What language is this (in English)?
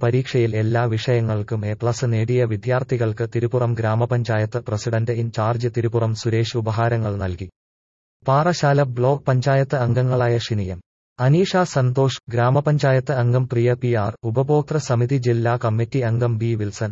Malayalam